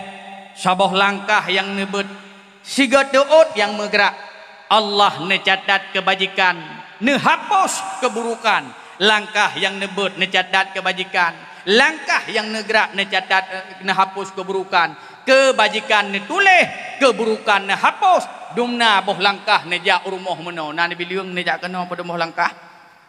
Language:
Achinese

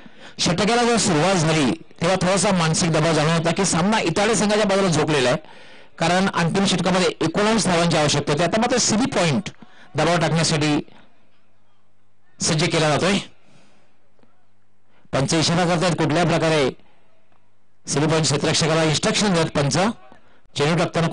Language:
Marathi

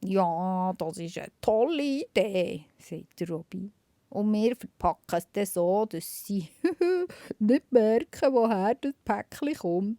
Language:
Swiss German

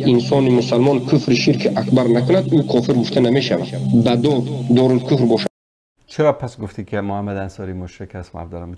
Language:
Persian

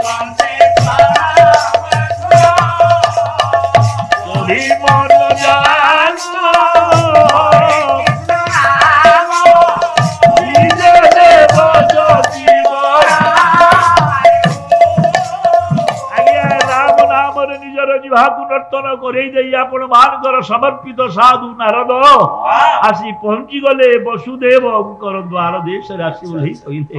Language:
Odia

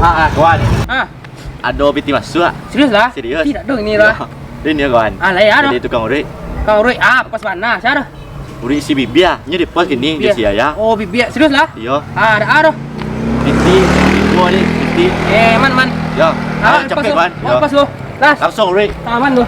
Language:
Minangkabau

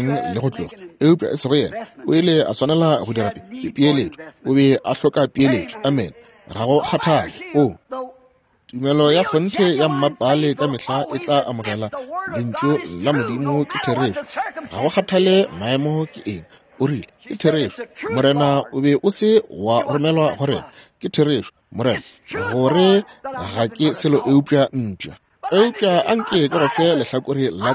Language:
Northern Sotho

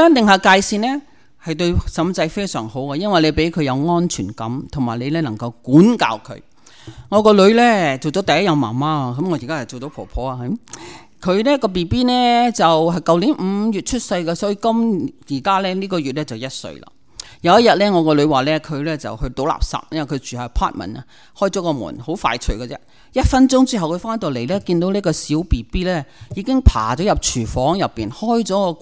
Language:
Cantonese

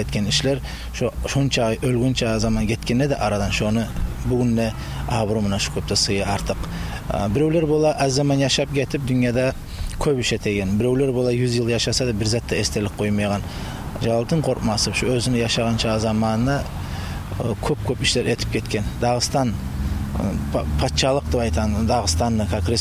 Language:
Kumyk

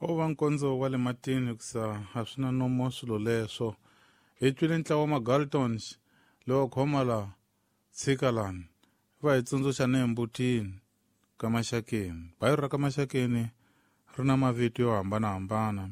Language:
Tsonga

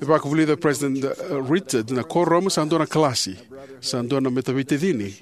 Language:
Fijian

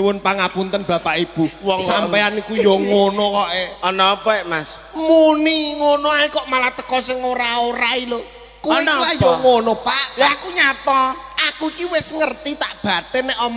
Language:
Javanese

